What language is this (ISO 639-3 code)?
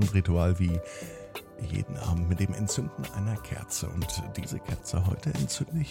deu